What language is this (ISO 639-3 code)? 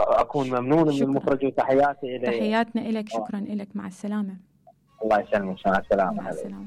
acm